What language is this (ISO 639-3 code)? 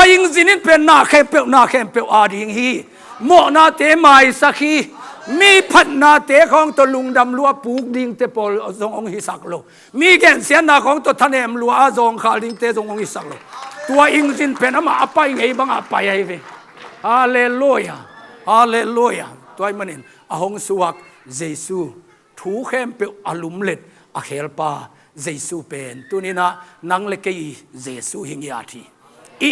ctd